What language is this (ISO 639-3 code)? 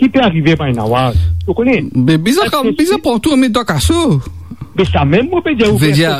mfe